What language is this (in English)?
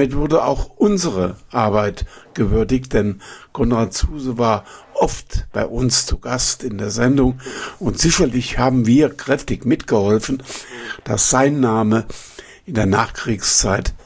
German